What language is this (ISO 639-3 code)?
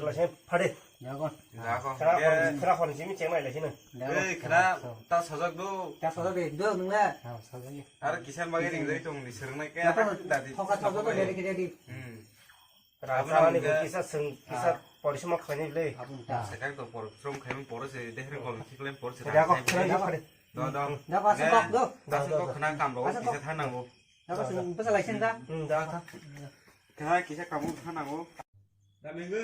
trp